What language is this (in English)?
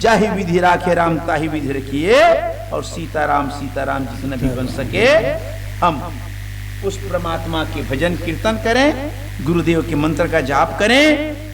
Chhattisgarhi